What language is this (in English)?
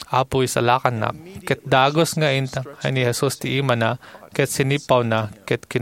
Iloko